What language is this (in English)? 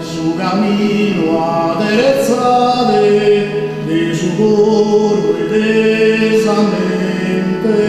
Sardinian